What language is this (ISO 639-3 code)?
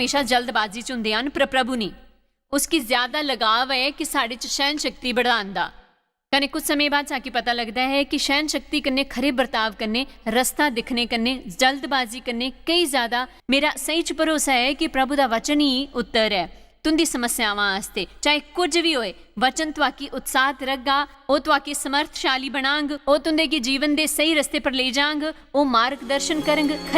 doi